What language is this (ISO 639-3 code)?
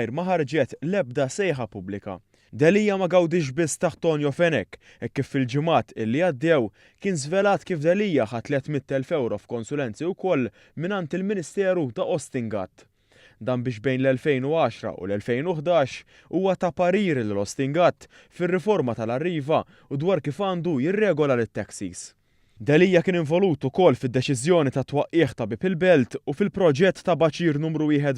mlt